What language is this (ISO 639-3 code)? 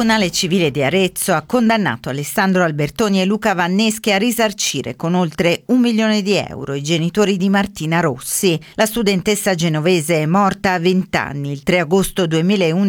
ita